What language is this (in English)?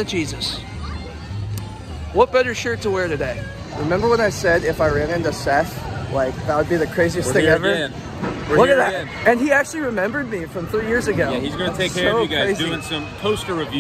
English